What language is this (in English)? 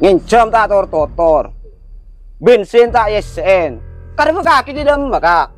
Madurese